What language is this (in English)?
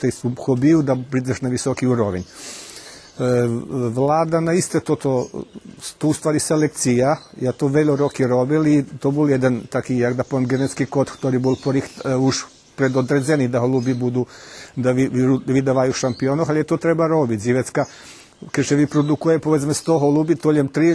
Rusyn